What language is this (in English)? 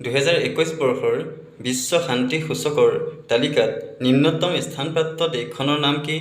Assamese